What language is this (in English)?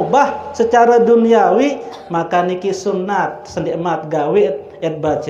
Sasak